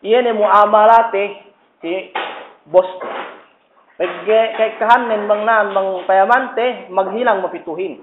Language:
Yakan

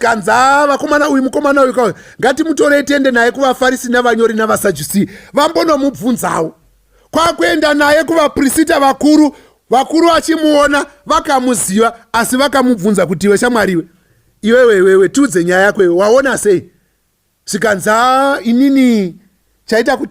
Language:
Shona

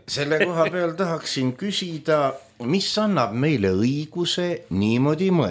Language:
Estonian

